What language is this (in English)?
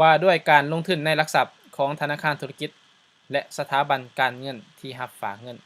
Lao